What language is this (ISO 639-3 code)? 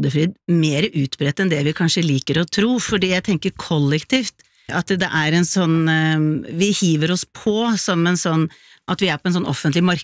nor